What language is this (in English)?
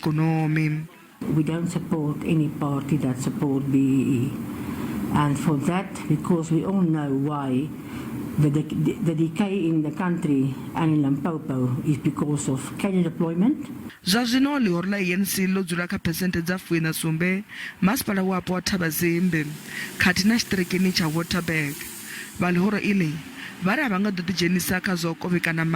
Venda